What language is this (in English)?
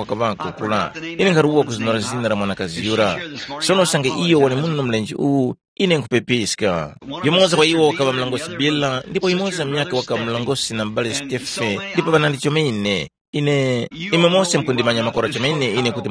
Tumbuka